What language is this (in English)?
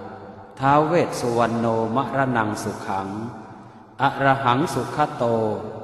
Pali